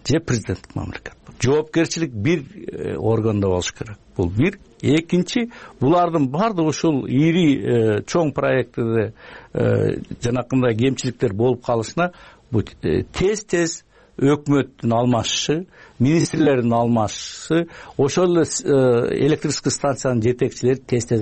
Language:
Kyrgyz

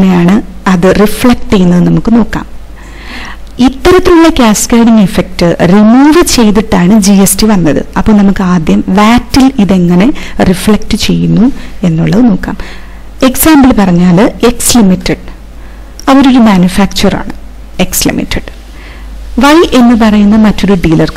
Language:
Malayalam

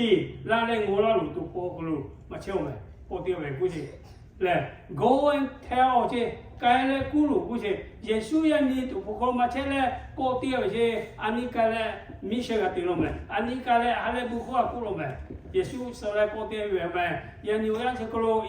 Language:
Lahu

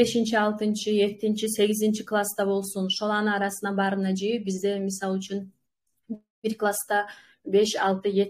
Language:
Kumyk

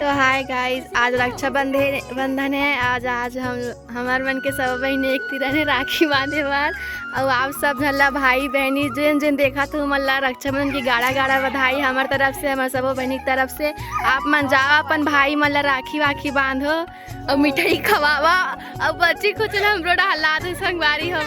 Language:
Chhattisgarhi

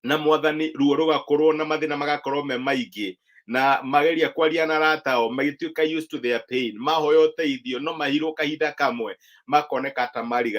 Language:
Kikuyu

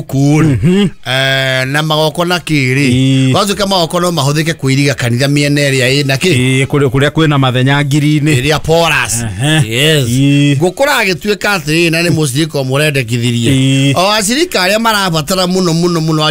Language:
Kikuyu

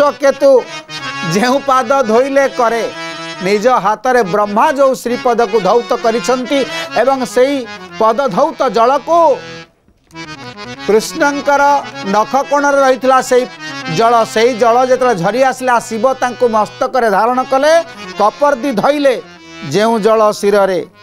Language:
Odia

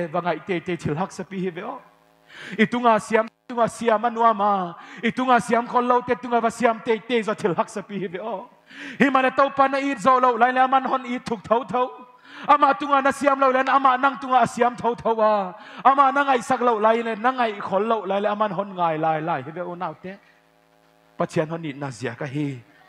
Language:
Paite Chin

